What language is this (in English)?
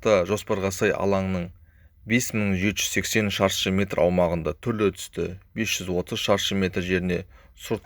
Kazakh